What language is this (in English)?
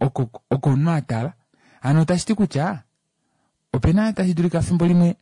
Kuanyama